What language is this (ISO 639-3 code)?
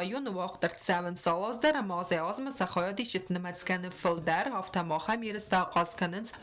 oss